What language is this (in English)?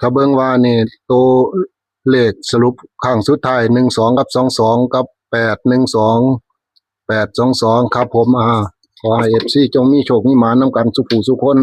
Northeastern Thai